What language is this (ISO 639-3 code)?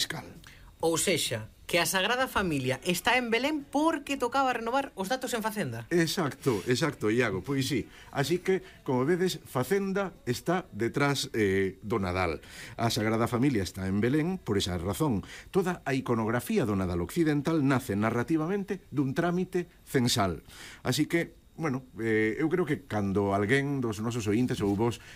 glg